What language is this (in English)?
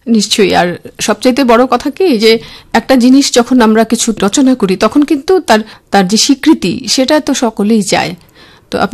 Bangla